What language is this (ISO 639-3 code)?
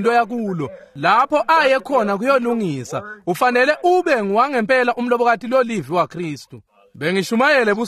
ssw